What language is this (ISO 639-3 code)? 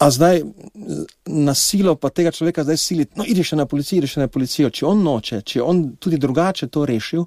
slv